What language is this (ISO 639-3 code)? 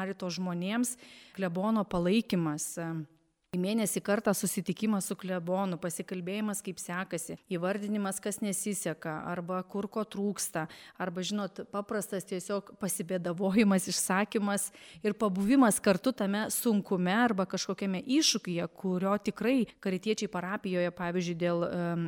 lit